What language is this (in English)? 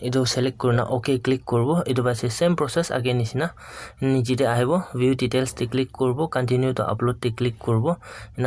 Naga Pidgin